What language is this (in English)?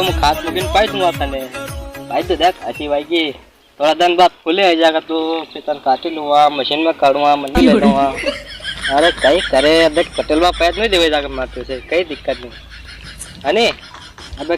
Rajasthani